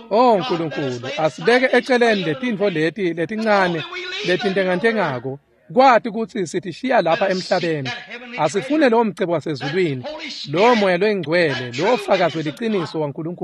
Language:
Swati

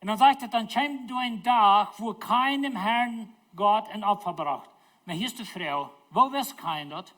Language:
Plautdietsch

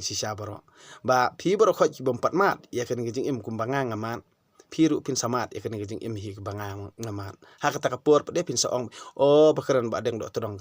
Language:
Khasi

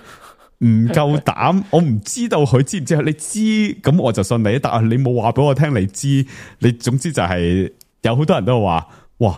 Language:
Cantonese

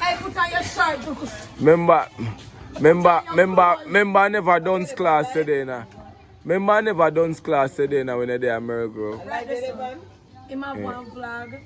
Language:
Jamaican Creole English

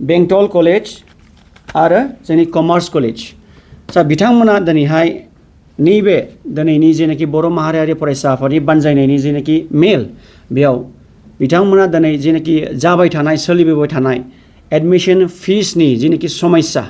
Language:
Bodo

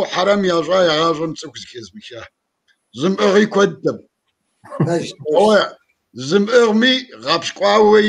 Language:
Kabardian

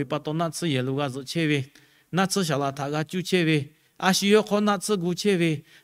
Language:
Lahu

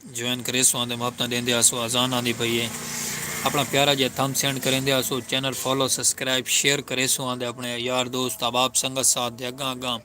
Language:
Saraiki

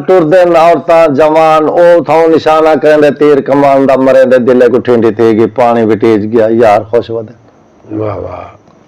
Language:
Saraiki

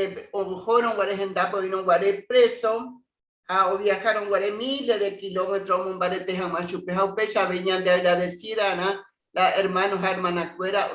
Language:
Guarani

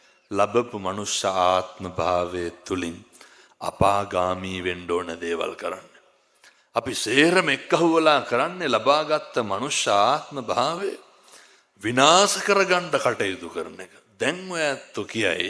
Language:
Sinhala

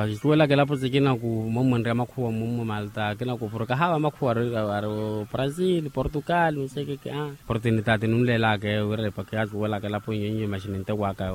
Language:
Makhuwa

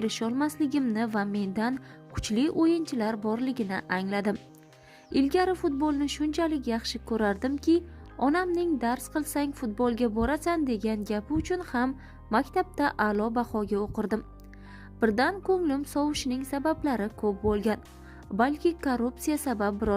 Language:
Uzbek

